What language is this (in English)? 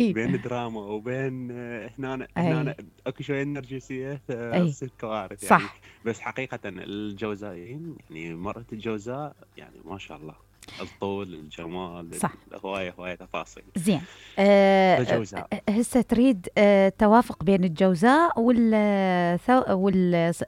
Mesopotamian Arabic